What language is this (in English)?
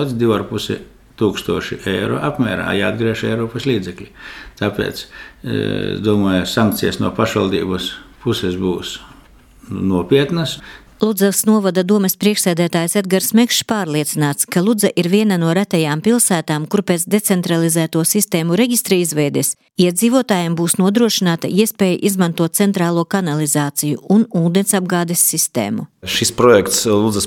Latvian